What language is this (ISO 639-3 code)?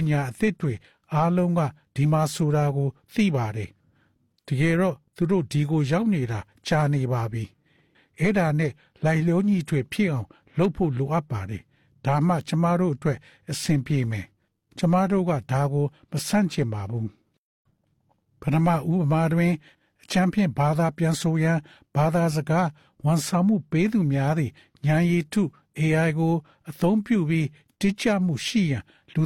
mya